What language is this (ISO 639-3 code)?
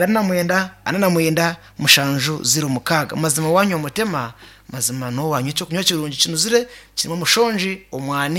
nyn